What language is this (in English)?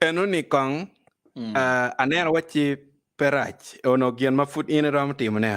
Acoli